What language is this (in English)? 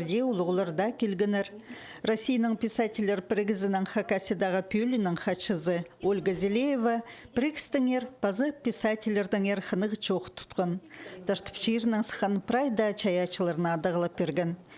Khakas